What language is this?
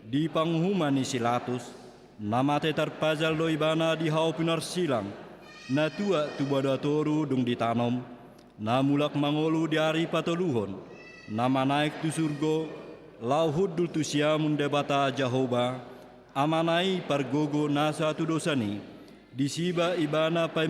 Batak Toba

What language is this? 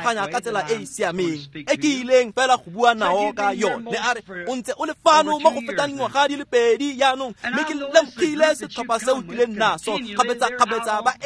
Tswana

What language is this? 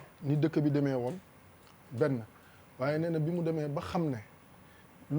Wolof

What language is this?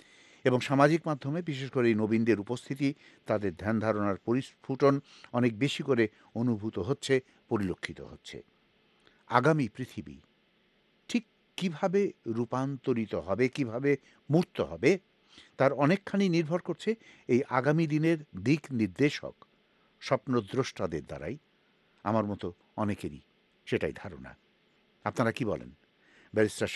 Bangla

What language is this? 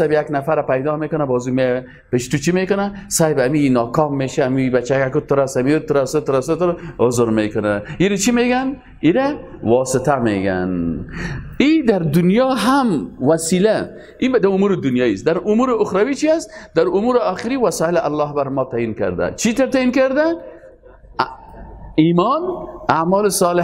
Persian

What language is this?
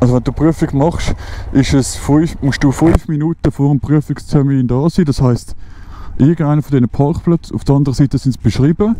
Swiss German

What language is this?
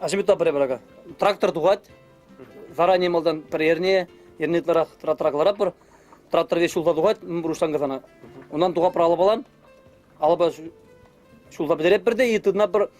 Chuvash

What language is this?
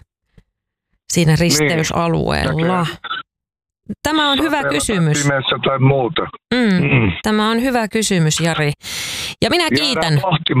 Finnish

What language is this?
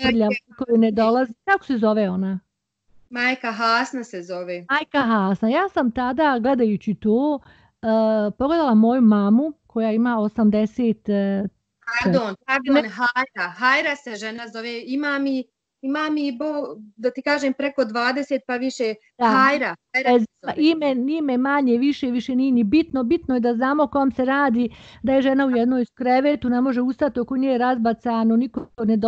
Bosnian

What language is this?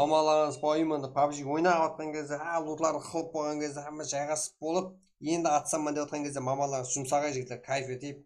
Kara-Kalpak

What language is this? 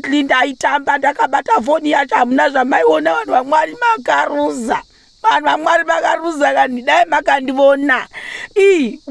Shona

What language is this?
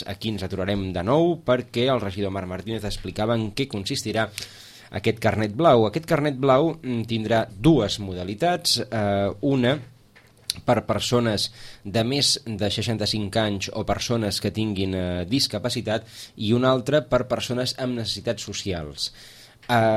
Catalan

